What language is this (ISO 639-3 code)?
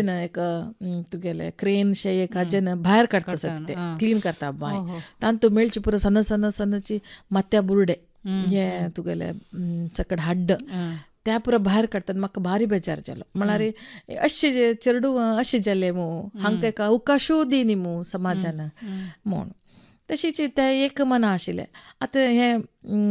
kok